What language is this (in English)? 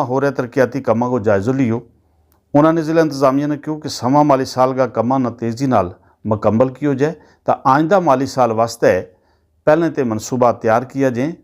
Gujari